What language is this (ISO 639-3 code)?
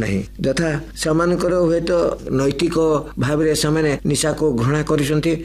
ori